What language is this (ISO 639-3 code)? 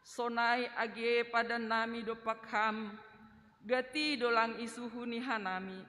bts